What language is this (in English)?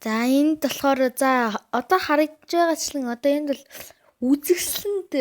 Mongolian